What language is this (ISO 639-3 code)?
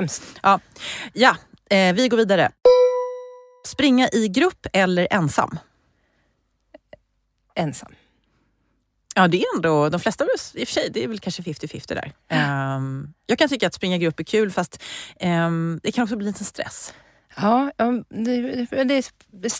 swe